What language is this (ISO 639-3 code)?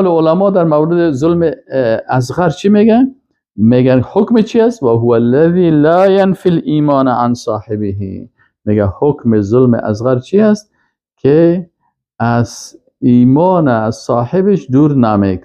fas